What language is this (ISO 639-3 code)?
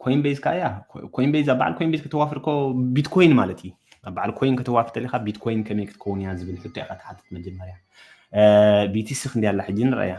tir